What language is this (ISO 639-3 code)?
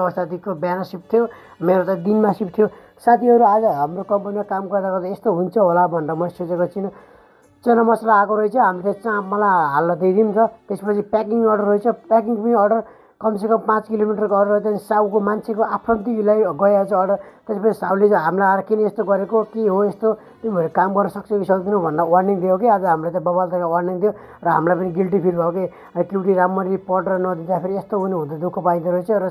nep